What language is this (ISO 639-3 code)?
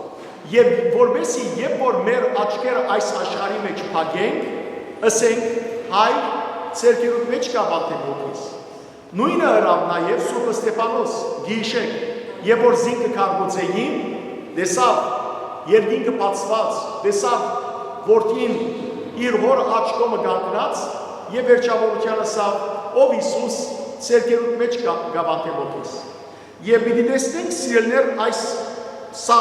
hyw